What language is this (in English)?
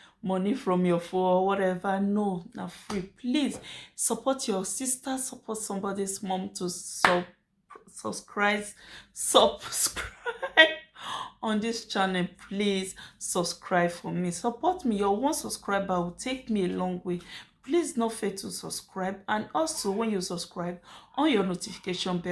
Nigerian Pidgin